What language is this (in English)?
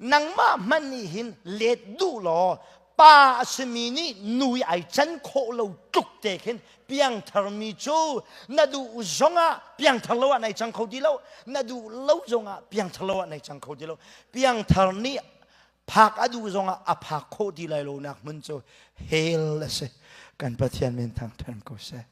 Hakha Chin